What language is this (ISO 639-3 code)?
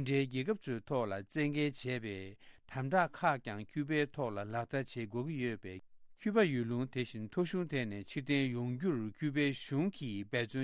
bod